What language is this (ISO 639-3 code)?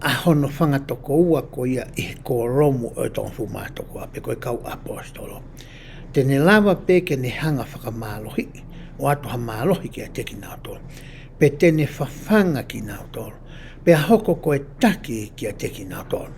ton